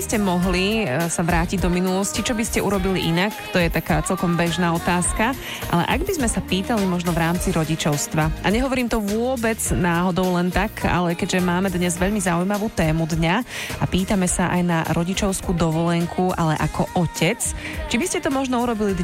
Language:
Slovak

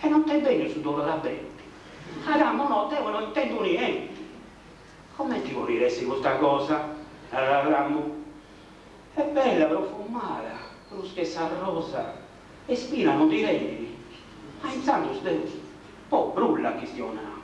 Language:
Sardinian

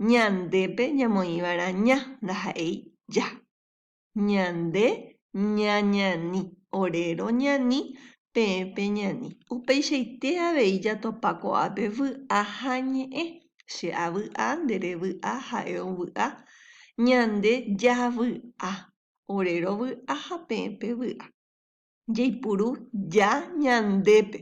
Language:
Guarani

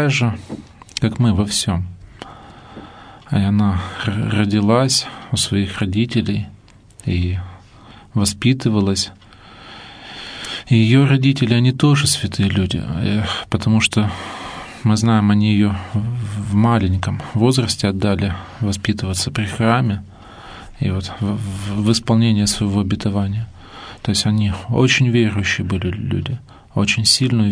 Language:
Russian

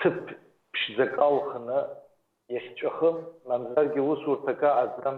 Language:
Abkhazian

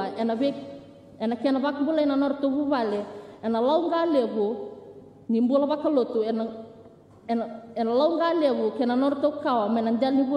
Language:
Fijian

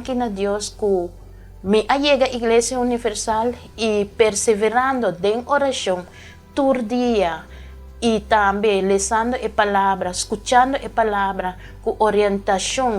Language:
Papiamento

